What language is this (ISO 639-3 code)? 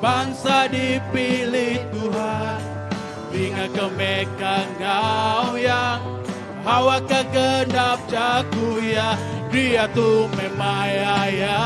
iba